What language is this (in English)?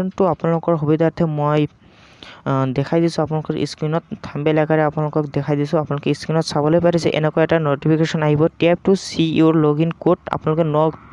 Assamese